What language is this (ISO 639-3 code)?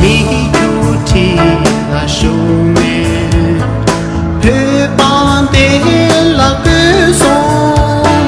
bod